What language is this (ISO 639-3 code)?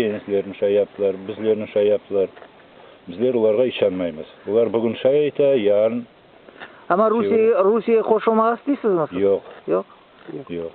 crh